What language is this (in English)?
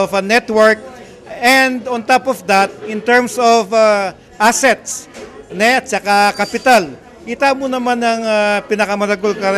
Pampanga